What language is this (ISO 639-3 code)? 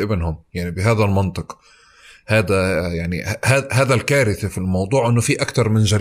apc